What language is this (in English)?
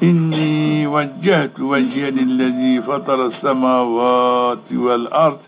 Zaza